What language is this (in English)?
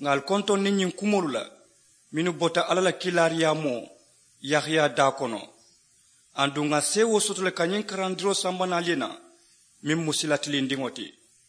Mandingo